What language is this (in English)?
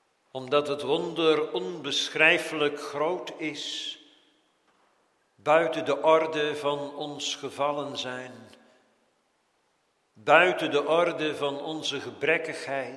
Dutch